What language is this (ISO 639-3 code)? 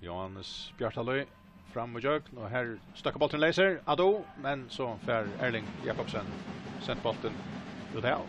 fao